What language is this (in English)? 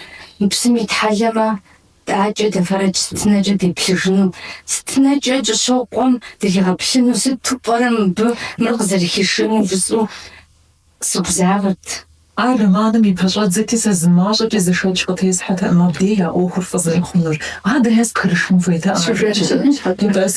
Kabardian